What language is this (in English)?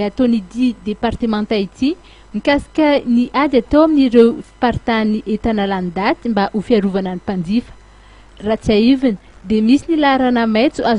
Malagasy